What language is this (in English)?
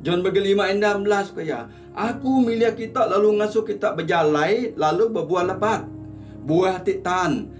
Iban